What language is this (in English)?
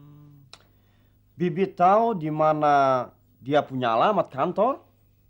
Betawi